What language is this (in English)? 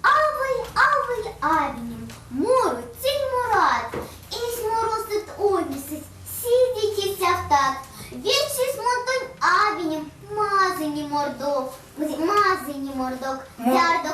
Erzya